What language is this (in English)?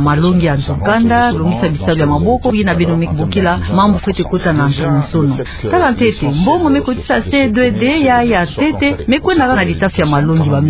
Kituba (Democratic Republic of Congo)